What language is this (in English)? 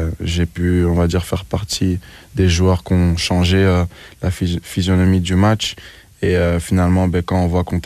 French